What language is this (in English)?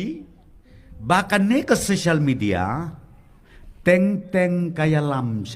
Khasi